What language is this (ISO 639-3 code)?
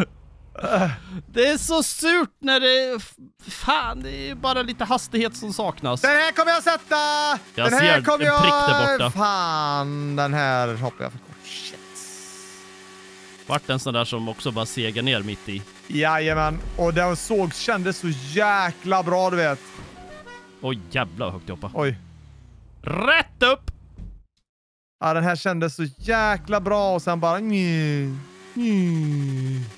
swe